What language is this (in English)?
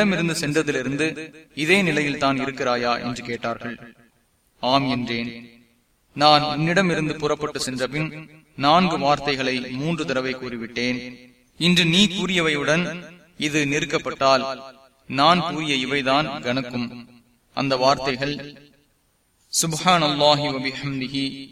Tamil